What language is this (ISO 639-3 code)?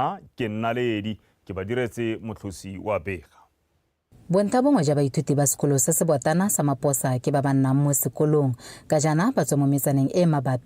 tsn